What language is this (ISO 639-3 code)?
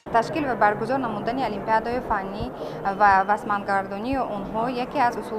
tgk